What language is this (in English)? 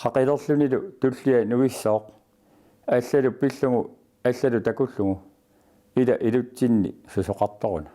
Kalaallisut